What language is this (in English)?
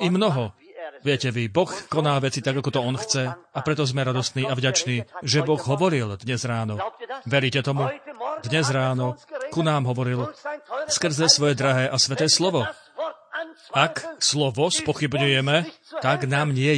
Slovak